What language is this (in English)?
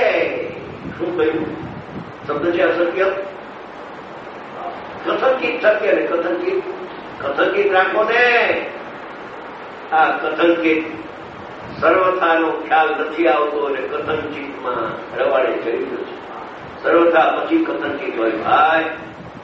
Gujarati